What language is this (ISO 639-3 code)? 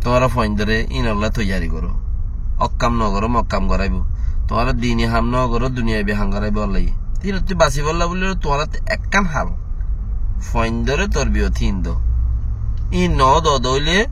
rhg